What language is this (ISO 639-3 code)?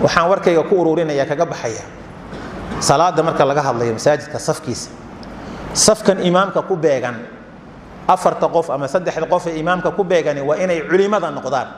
som